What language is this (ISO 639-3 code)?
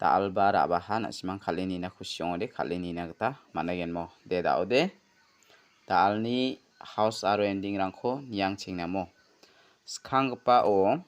grt